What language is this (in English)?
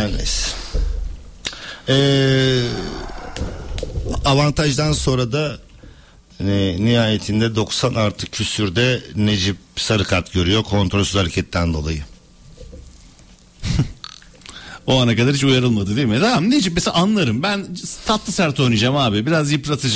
Turkish